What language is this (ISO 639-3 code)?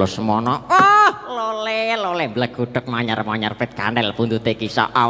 jav